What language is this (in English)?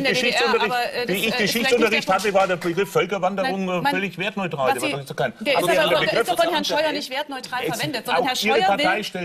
German